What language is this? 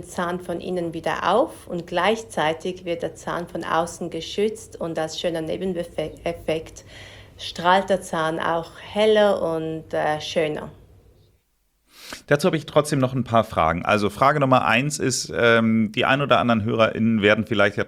German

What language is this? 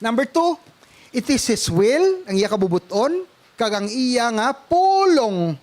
Hiligaynon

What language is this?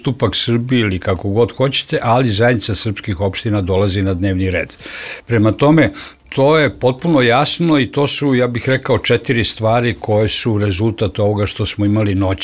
Serbian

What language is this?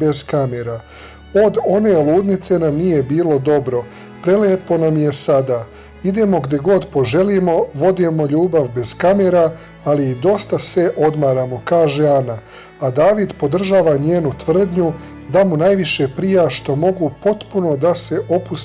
Serbian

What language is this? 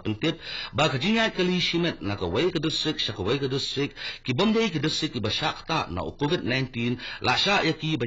Khasi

